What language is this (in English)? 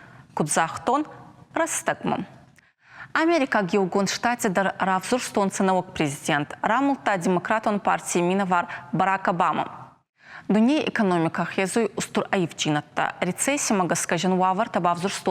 Ossetic